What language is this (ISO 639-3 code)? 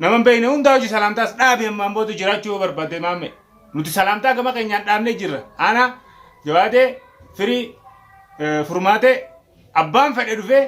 orm